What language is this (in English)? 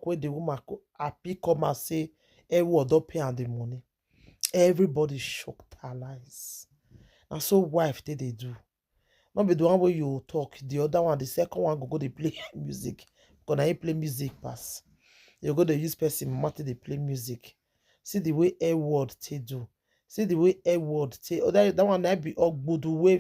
Nigerian Pidgin